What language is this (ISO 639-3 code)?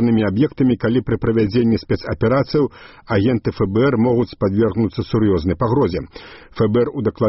bel